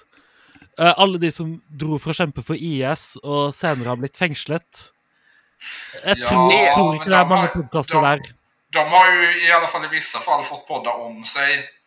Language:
Swedish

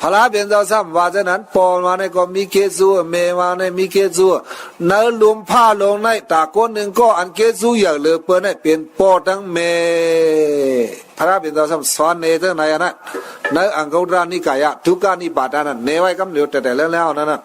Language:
Shan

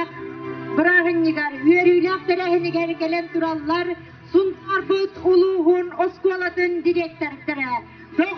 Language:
Yakut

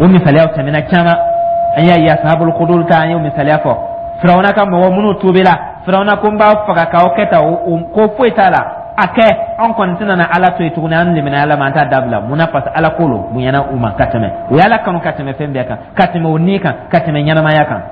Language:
Dyula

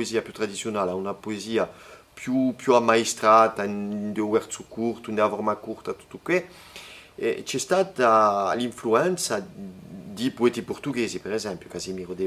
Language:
Corsican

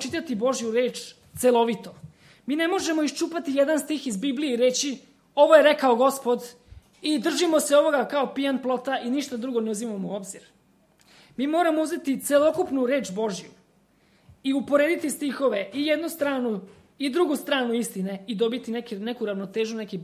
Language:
Serbian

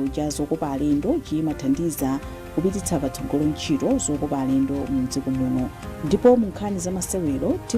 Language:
Nyanja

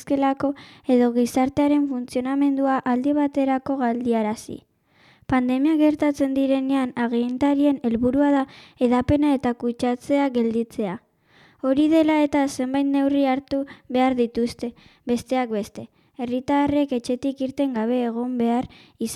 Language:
Basque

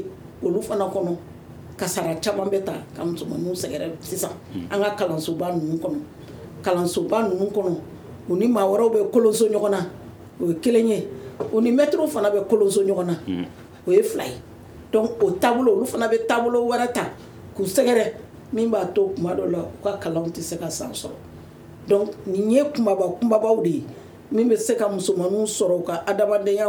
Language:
Bambara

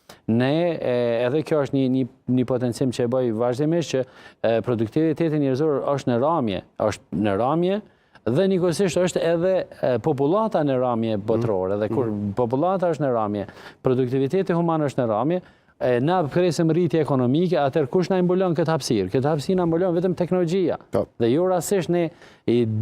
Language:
Albanian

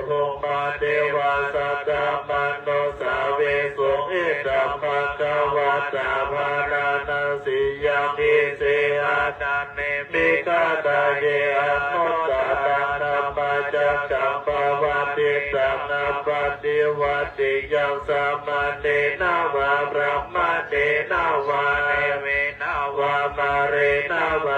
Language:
Pali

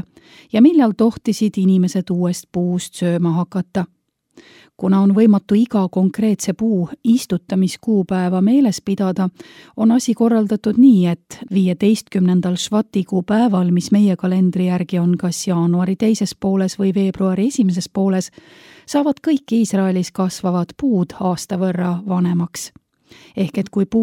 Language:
Estonian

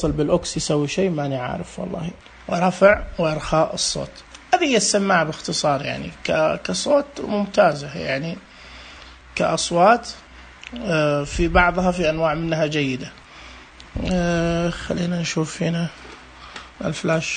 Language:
Najdi Arabic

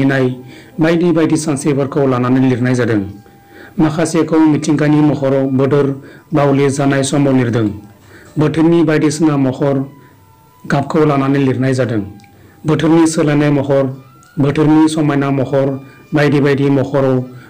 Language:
Bodo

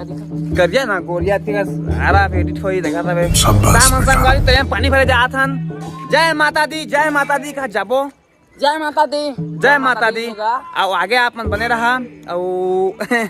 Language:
Chhattisgarhi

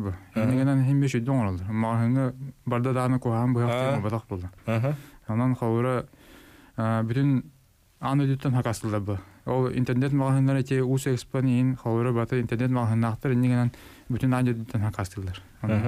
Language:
Yakut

